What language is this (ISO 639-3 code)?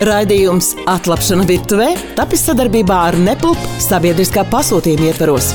lav